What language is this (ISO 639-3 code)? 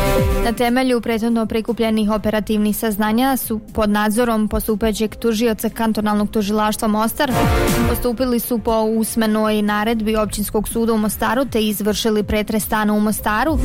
bos